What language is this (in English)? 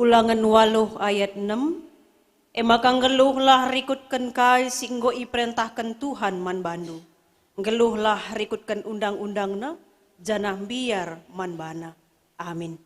Batak Karo